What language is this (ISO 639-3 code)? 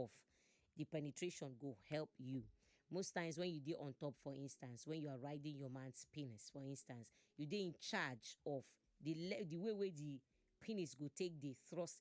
pcm